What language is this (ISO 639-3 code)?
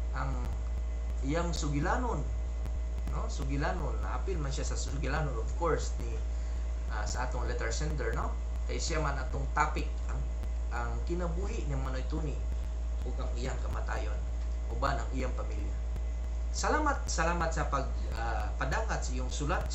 ceb